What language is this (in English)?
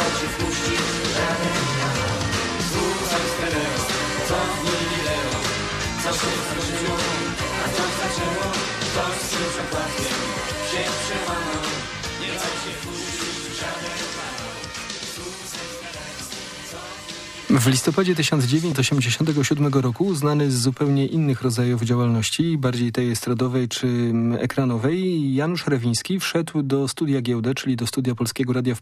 Polish